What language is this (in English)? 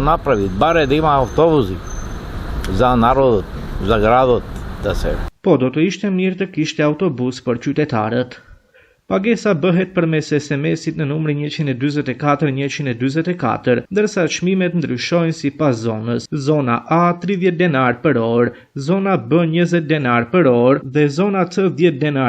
Albanian